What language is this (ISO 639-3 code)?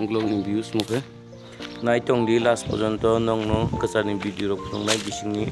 trp